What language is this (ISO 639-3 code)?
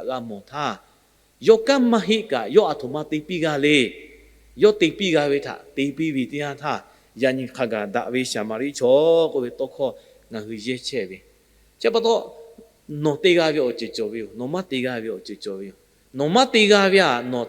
lhu